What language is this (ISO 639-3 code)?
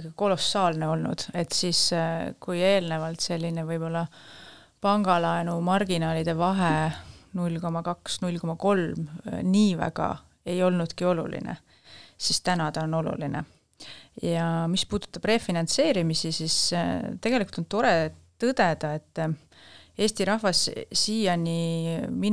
est